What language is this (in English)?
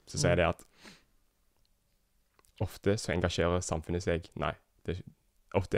Norwegian